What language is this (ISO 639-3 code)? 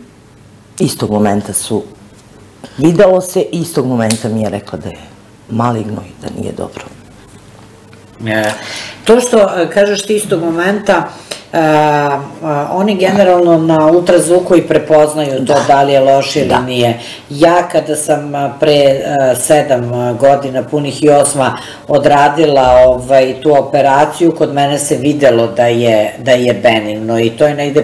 srp